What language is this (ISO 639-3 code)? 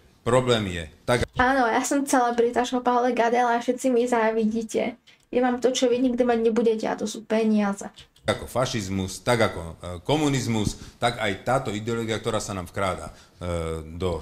slk